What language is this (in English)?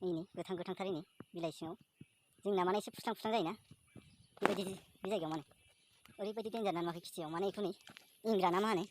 Bodo